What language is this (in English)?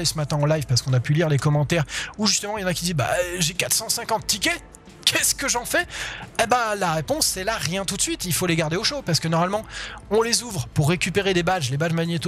French